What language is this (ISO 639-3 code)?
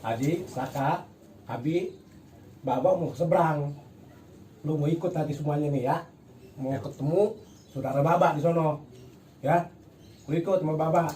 bew